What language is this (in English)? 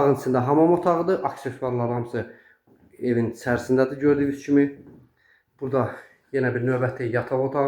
Azerbaijani